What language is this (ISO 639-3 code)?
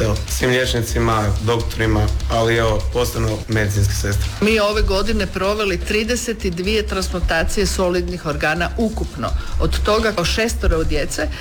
hrv